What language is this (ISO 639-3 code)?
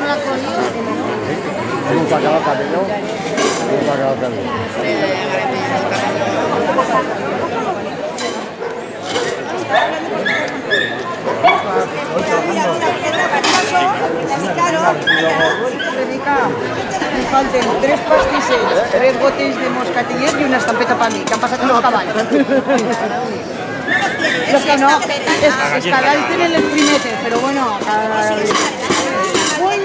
spa